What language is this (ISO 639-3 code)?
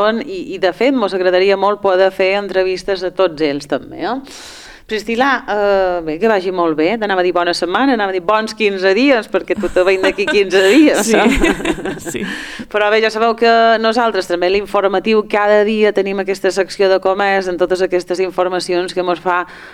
cat